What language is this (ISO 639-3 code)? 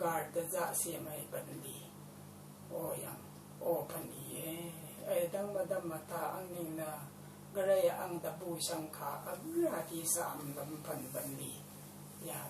raw